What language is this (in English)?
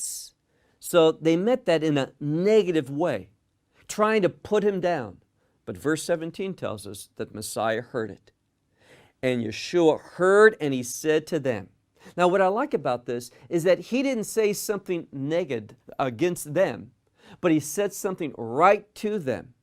English